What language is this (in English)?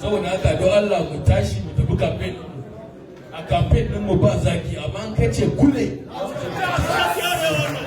Hausa